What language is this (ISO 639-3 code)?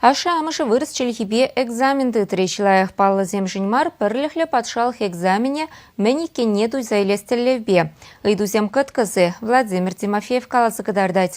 chv